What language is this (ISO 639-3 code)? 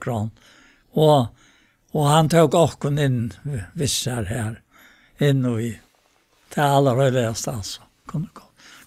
fao